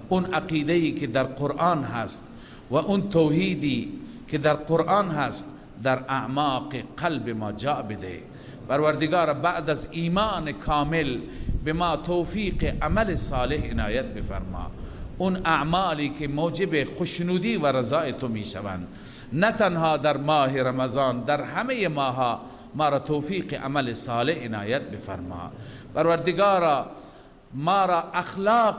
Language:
Persian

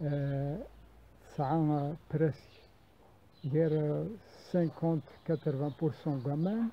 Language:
Kabyle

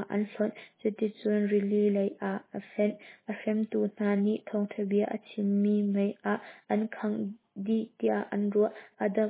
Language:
Hakha Chin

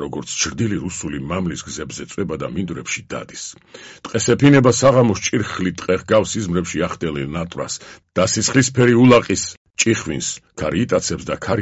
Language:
Georgian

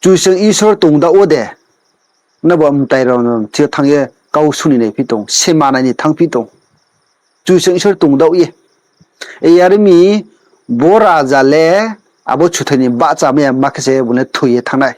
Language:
Riang (India)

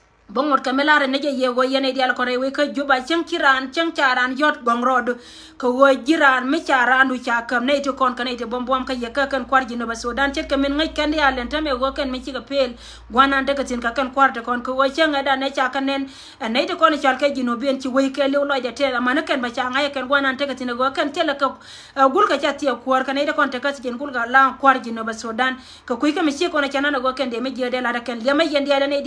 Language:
Nuer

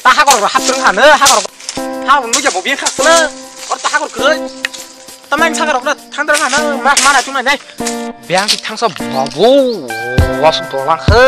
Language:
Kok Borok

